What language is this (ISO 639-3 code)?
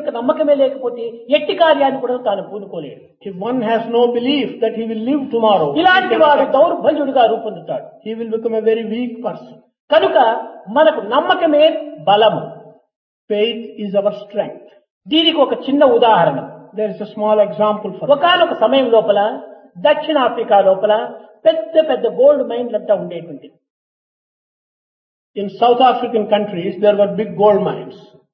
tel